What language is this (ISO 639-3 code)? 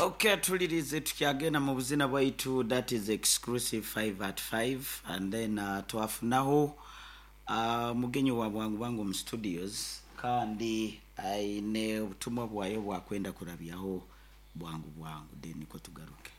nyo